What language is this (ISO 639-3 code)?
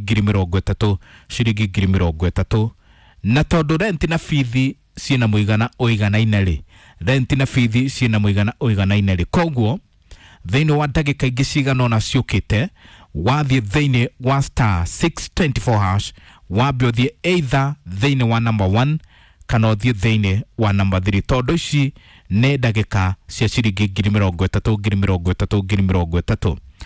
kik